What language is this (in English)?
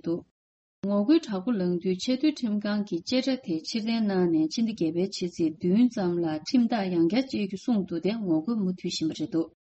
Tibetan